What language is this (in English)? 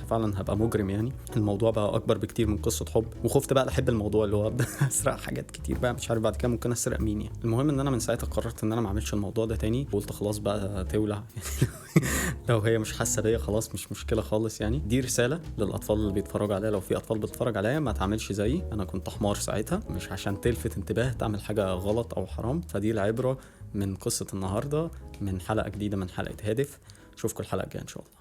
Egyptian Arabic